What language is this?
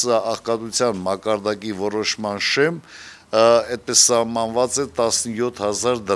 Armenian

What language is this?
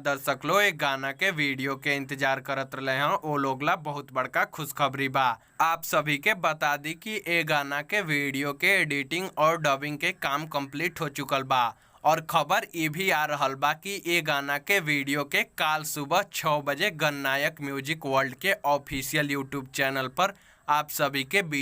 Bhojpuri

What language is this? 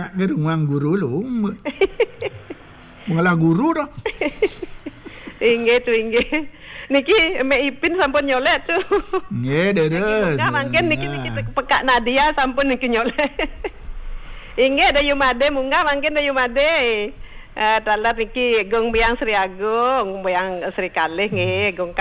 Balinese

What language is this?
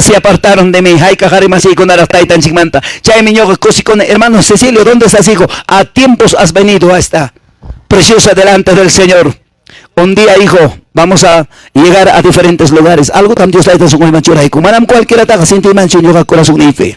Quechua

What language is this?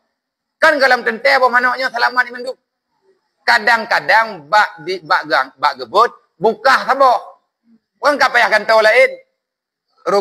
Achinese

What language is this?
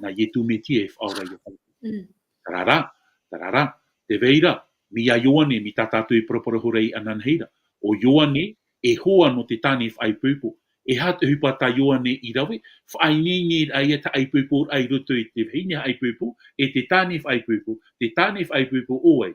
Tahitian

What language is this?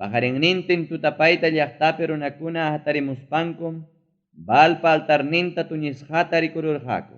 Ayacucho Quechua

